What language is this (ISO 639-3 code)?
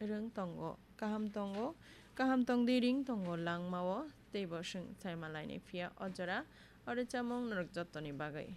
trp